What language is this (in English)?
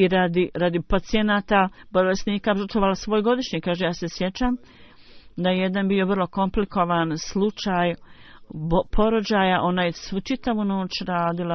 Bosnian